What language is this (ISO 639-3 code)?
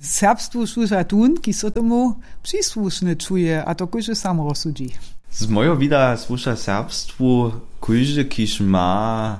hsb